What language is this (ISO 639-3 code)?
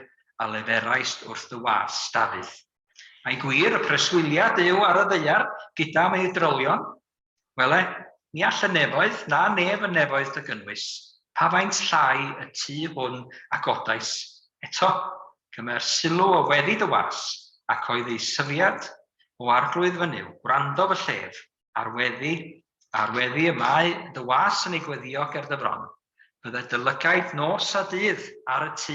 cym